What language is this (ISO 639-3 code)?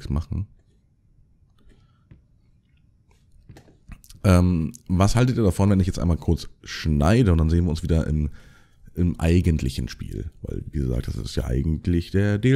deu